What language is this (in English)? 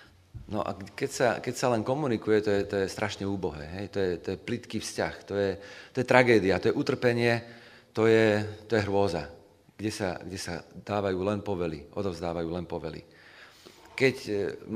Slovak